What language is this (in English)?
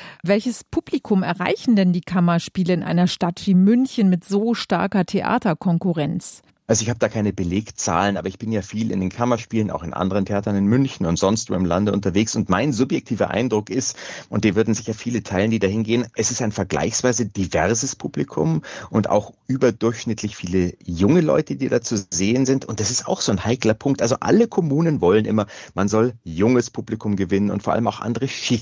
German